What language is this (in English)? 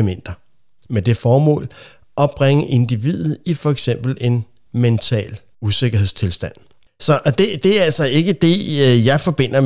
Danish